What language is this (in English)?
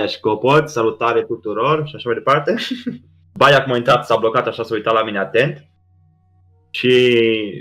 Romanian